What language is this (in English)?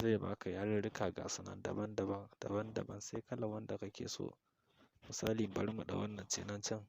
Hausa